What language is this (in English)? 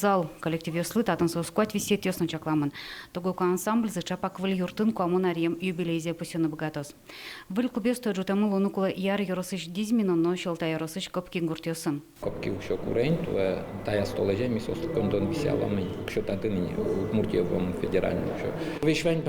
Udmurt